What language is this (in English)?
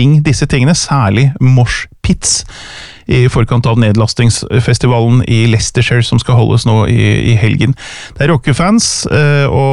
Norwegian